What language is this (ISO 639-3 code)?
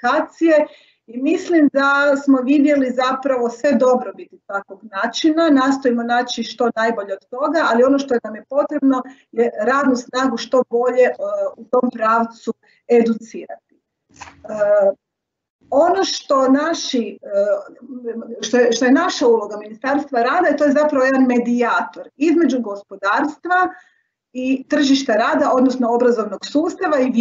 hrv